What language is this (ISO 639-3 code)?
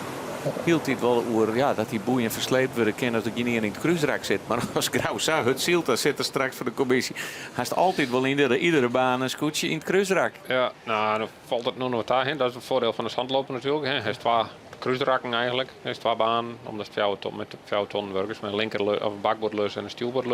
fry